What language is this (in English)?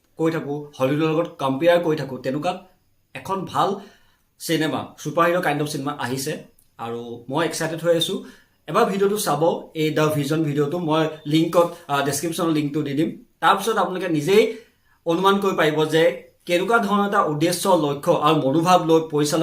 Assamese